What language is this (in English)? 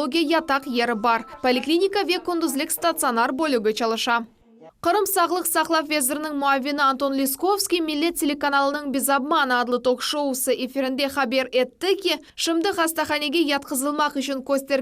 Crimean Tatar